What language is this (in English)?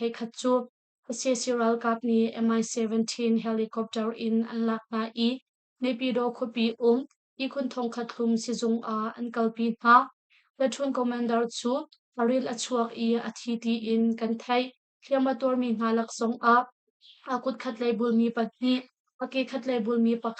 Hakha Chin